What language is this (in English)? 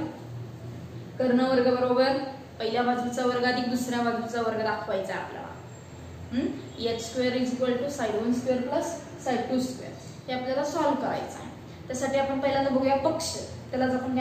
Marathi